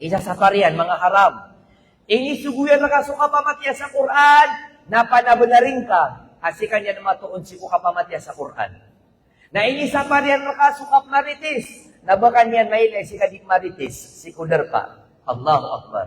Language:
Maranao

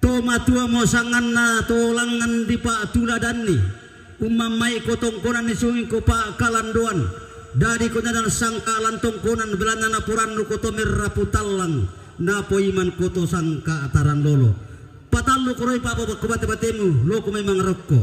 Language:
Toraja-Sa'dan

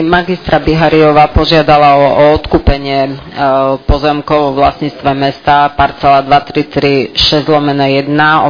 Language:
Slovak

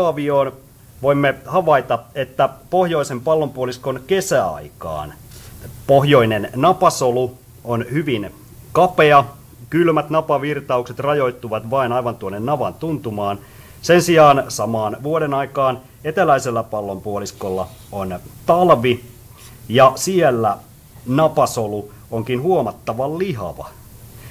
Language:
Finnish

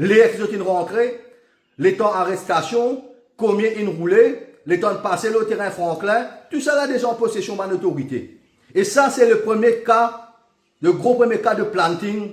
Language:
Morisyen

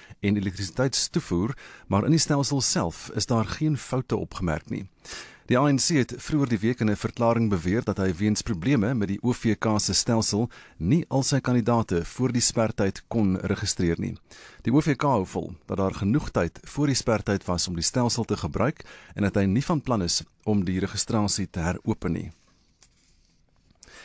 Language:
Afrikaans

